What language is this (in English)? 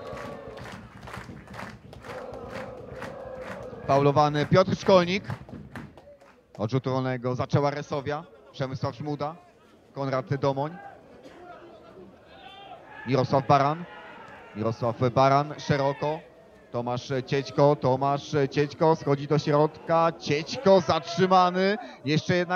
Polish